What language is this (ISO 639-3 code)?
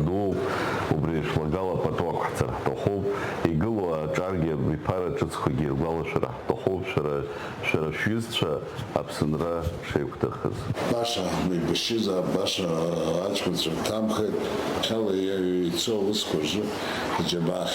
abk